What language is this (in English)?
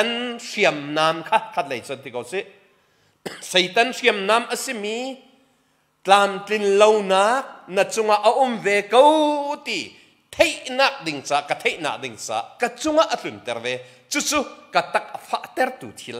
Hakha Chin